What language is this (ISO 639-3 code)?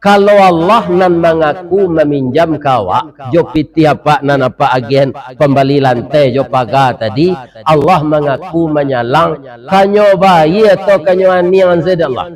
min